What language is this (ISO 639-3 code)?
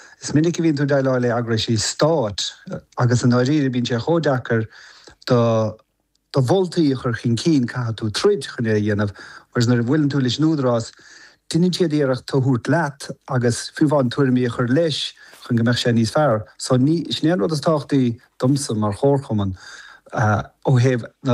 gle